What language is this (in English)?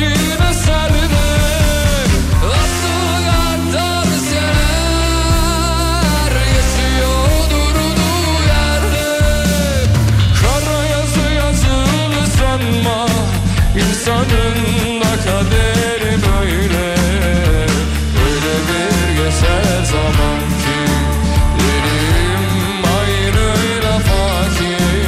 Turkish